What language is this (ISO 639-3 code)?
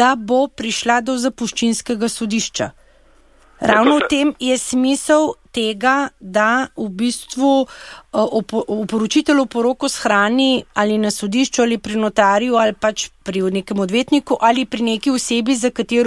slv